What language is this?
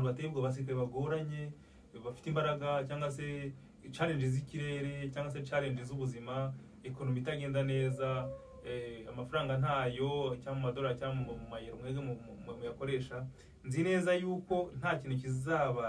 Kinyarwanda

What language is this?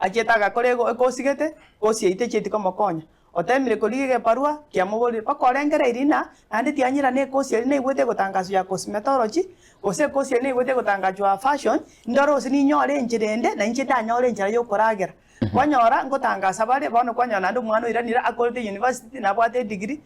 Gusii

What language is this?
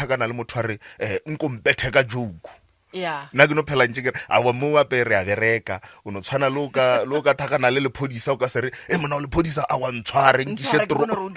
Northern Sotho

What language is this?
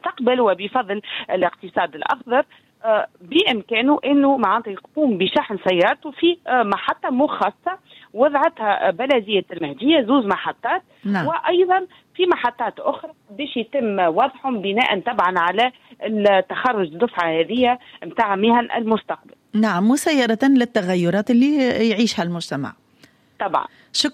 Tunisian Arabic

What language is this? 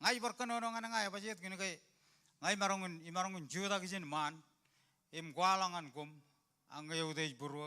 Marshallese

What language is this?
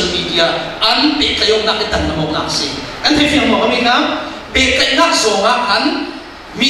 Falam Chin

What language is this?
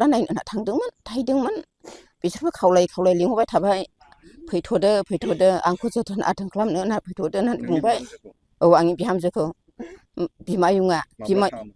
Bodo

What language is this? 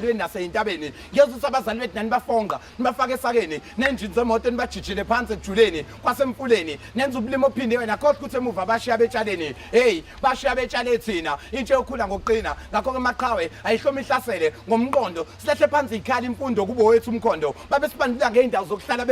Zulu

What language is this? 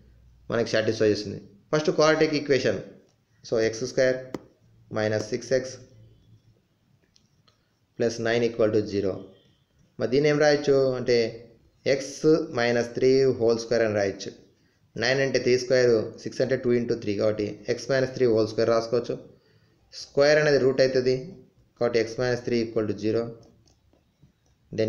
Telugu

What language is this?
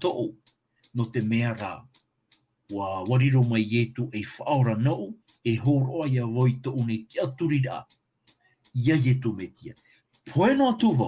Tahitian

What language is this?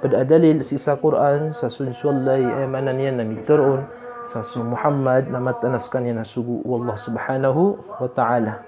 Maranao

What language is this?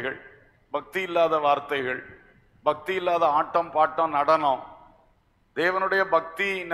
Tamil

